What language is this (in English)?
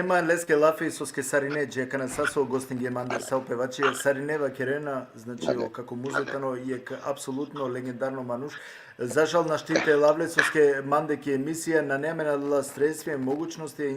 Balkan Romani